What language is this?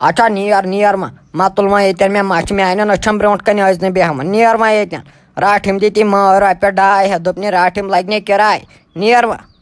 Kashmiri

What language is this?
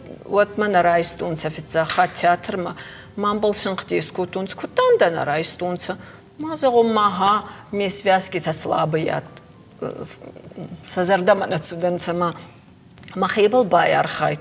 Ossetic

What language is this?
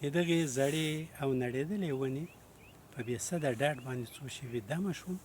Pashto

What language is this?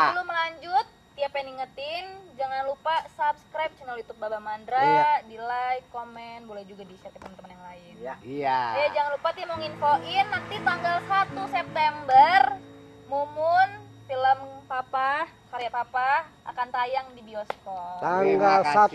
Betawi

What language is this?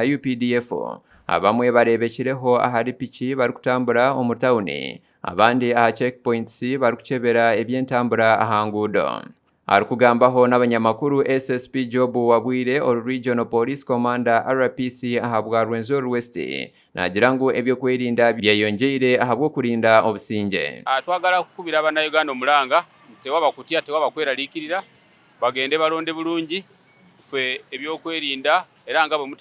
Nyankole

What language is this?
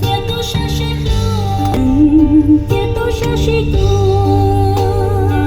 Hmong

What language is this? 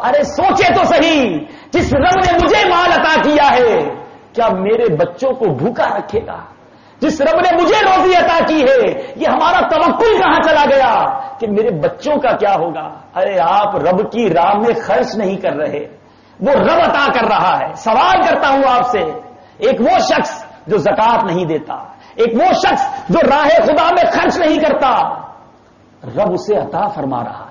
Urdu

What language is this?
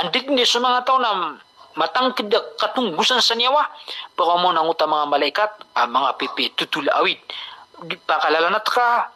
Maranao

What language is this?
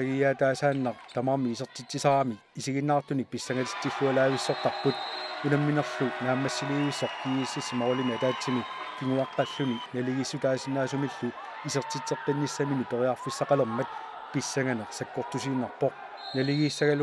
Kalaallisut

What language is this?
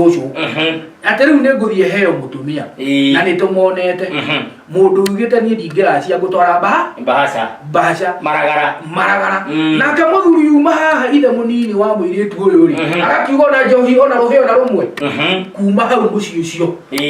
Kikuyu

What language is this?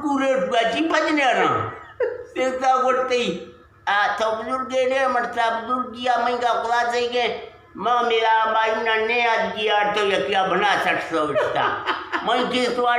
Eastern Balochi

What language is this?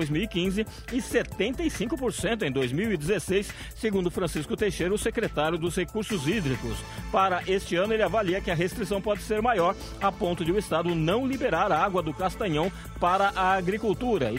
Portuguese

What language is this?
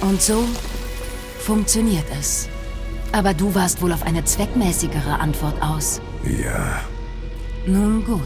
Bavarian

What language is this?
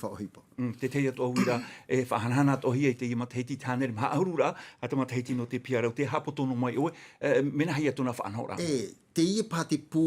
Tahitian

